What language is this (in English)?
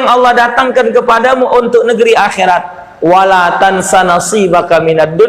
Musi